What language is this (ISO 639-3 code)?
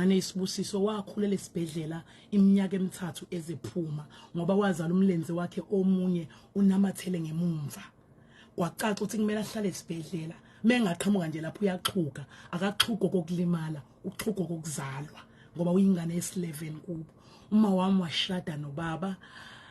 zul